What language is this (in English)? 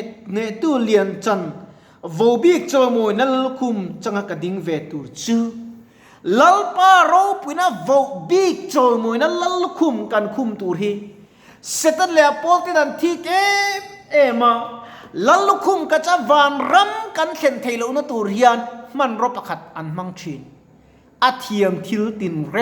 Mizo